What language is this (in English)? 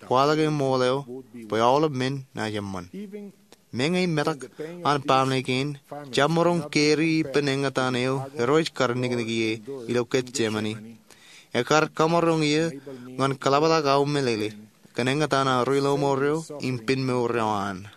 Marshallese